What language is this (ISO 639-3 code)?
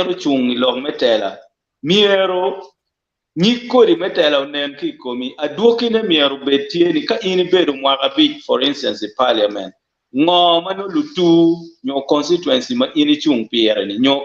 ach